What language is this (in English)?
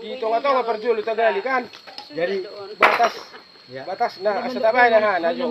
Batak Toba